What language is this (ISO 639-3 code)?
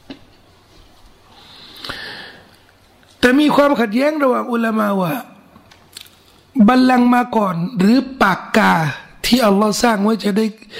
tha